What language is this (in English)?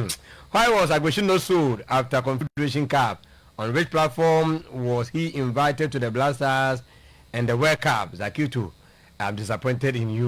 Akan